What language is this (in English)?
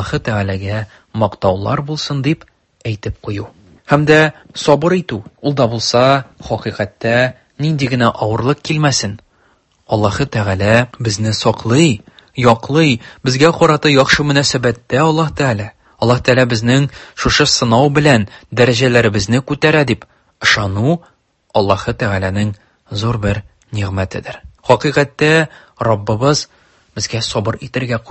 Tatar